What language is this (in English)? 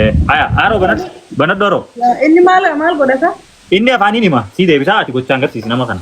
Oromo